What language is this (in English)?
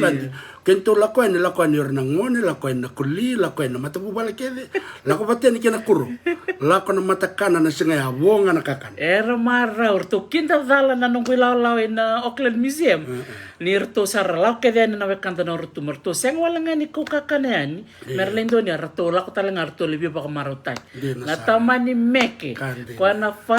Fijian